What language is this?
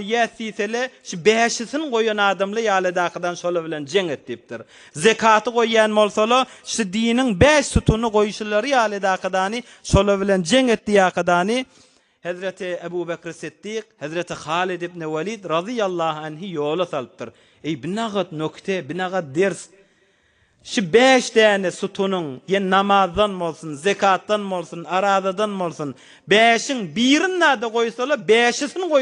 Turkmen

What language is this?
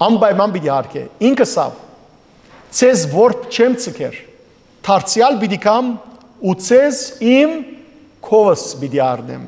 Western Armenian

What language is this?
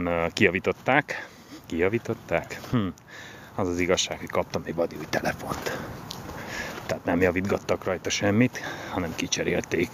Hungarian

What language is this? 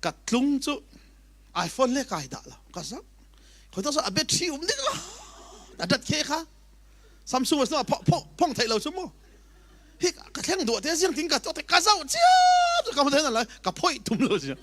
Falam Chin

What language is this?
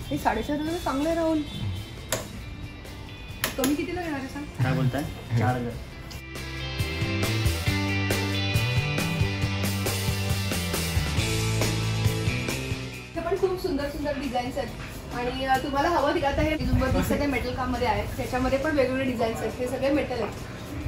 Marathi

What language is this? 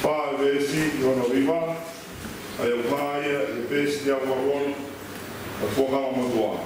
Tongan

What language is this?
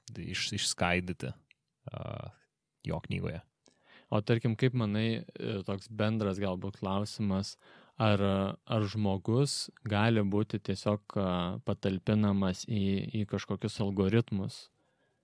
Lithuanian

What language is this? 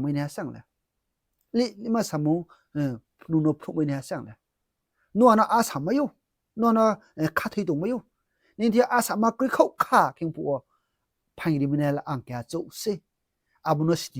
Riang (India)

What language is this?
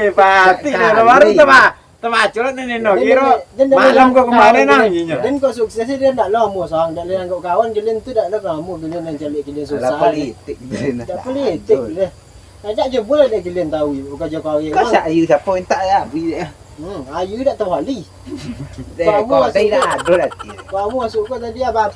Minangkabau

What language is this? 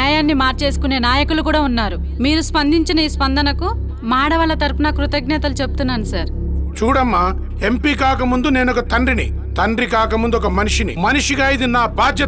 Telugu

